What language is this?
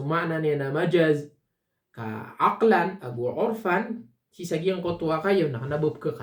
Maranao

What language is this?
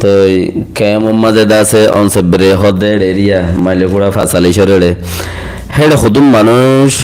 Rohingya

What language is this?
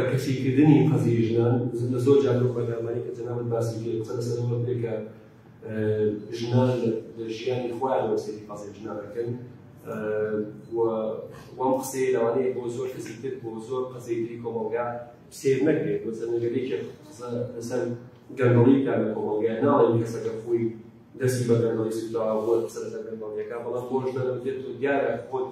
Central Kurdish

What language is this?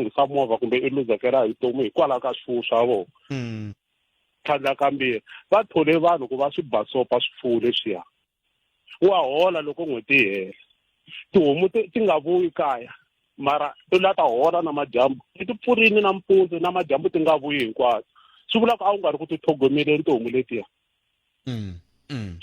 Tsonga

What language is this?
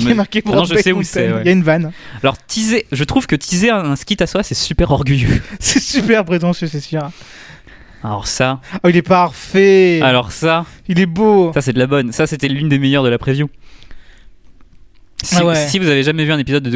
French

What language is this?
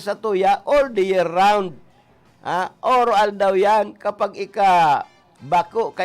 Bikol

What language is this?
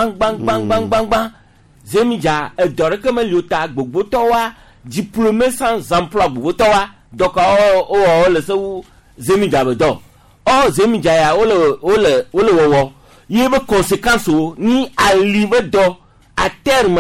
Gen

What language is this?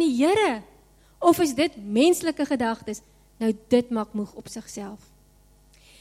Afrikaans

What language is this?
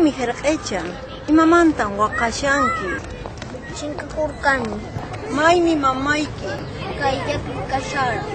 Quechua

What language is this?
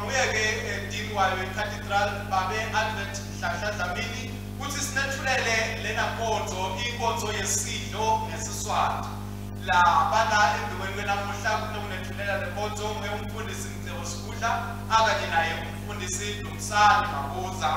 Swati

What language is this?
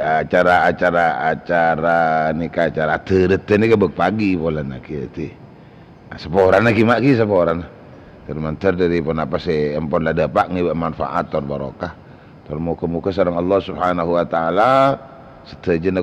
Madurese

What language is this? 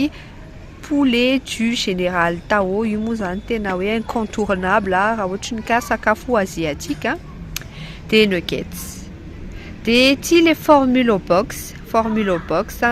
Malagasy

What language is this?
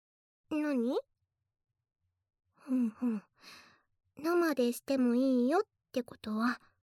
Japanese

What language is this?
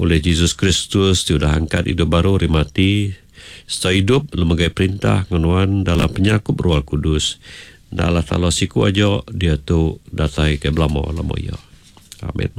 Iban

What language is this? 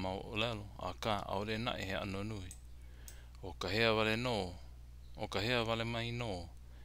Hawaiian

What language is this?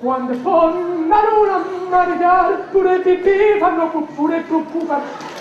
Neapolitan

